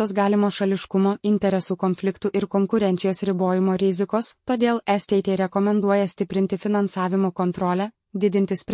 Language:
Lithuanian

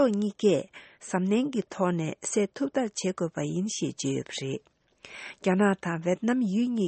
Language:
Tibetan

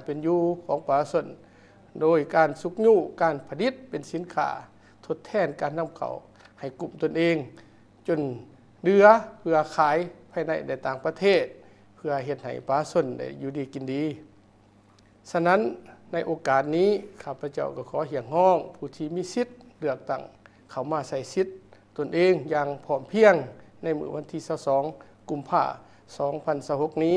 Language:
Lao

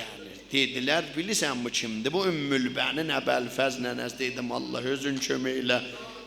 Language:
South Azerbaijani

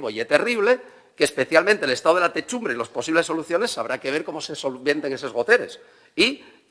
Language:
Asturian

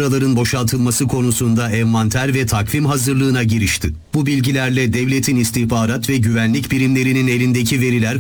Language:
Turkish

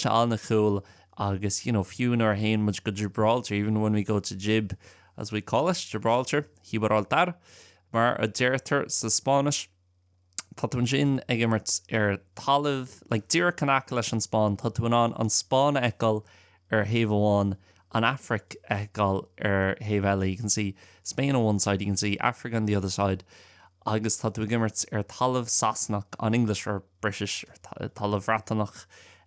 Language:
Irish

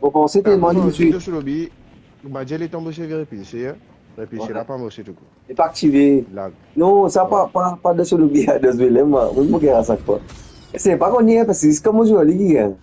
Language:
Morisyen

